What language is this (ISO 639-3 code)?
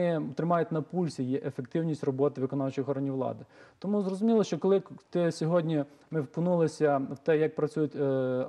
ukr